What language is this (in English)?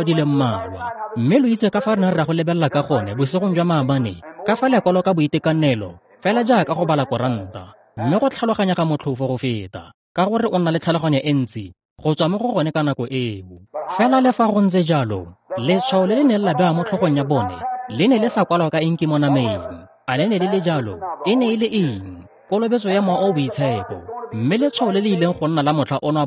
Tswana